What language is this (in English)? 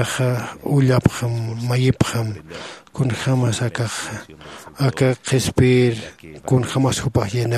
Aymara